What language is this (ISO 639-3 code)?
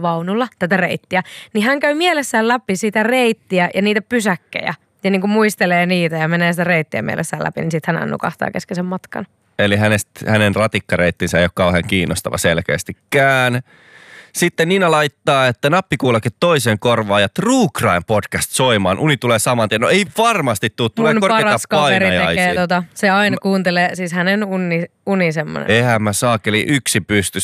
fin